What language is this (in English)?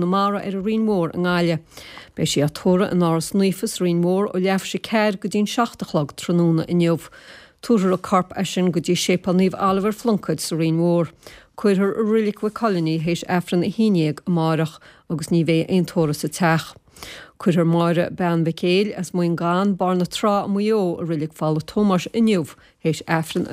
Irish